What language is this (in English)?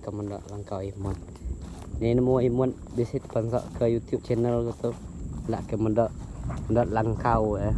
Iban